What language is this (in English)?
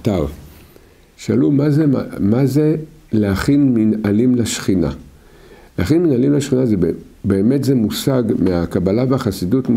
Hebrew